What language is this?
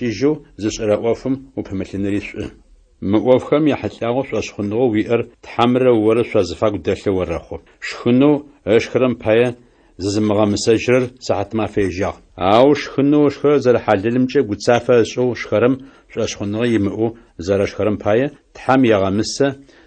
Adyghe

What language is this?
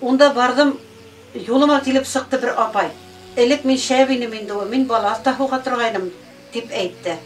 Bashkir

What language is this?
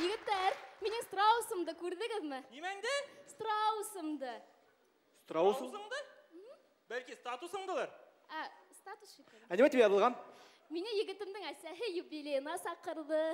Bashkir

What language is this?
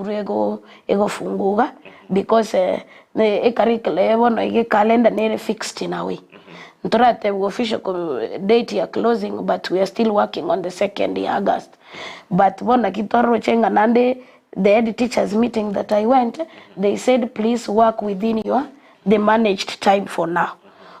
Gusii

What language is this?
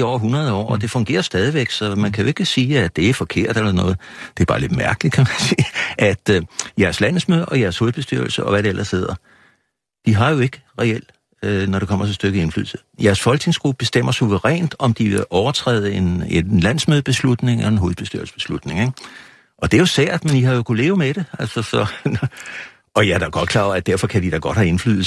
Danish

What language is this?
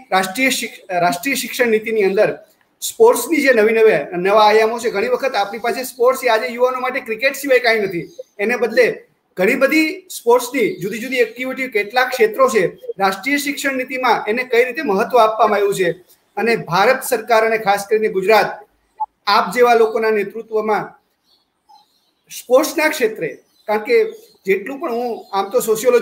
Gujarati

